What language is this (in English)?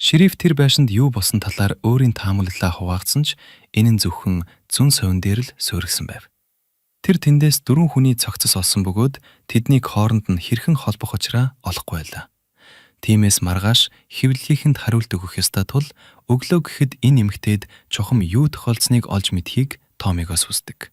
Mongolian